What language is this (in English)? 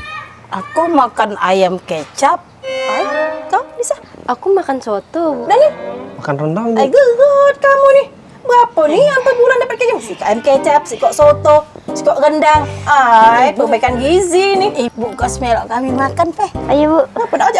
Musi